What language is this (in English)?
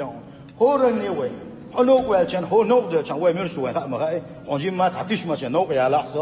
Chechen